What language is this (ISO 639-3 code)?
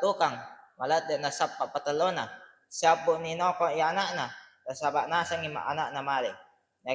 bug